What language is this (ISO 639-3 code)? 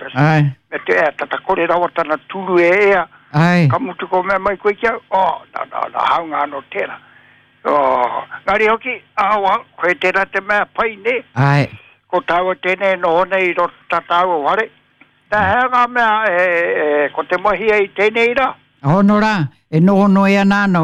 mri